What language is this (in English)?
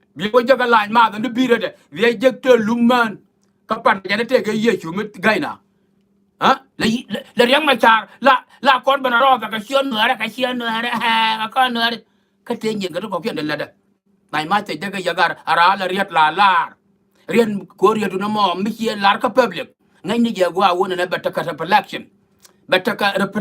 Nuer